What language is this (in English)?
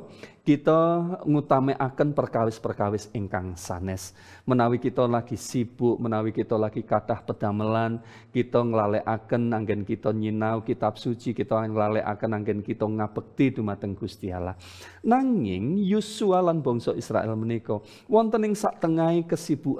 Javanese